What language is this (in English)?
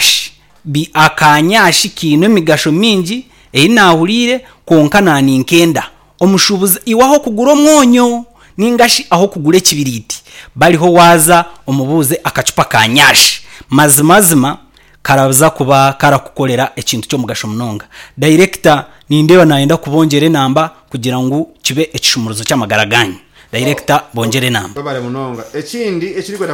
Nyankole